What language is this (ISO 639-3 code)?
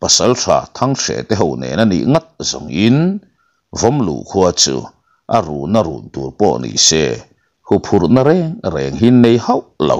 lus